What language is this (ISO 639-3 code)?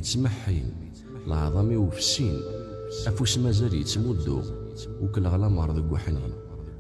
kab